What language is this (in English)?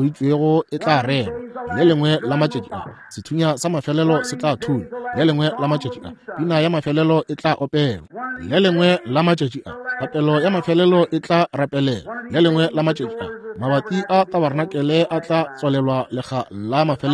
Northern Sotho